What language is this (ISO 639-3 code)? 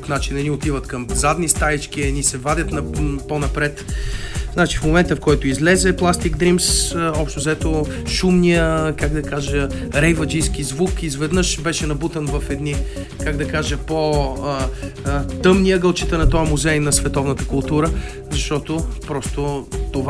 bul